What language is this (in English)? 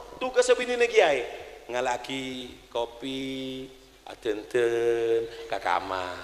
Madurese